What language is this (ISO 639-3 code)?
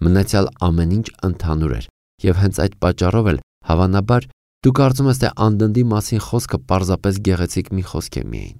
hye